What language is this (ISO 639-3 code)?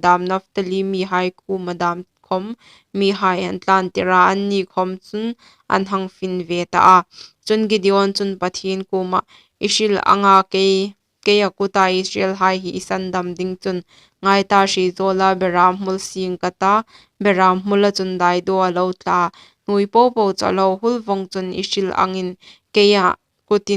hmr